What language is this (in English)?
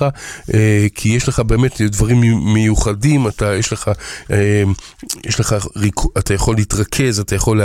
Hebrew